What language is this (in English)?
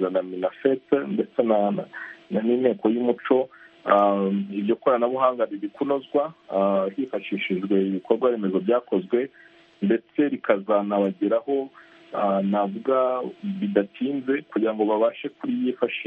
Kinyarwanda